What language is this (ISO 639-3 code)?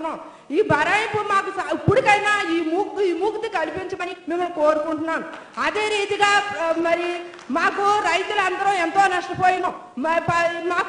tel